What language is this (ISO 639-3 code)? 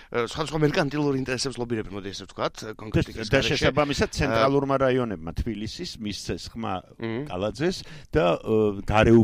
kat